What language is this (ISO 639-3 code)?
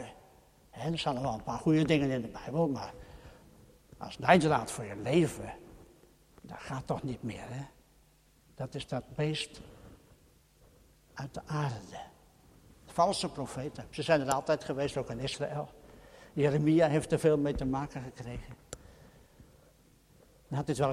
nld